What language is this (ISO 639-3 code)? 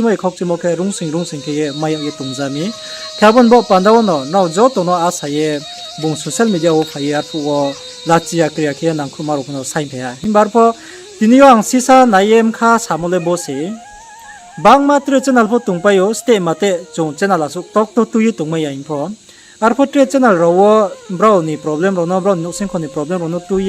ria